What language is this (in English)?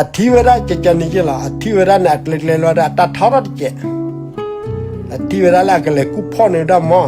S'gaw Karen